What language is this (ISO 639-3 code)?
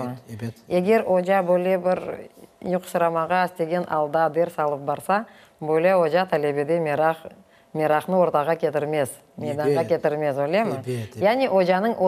crh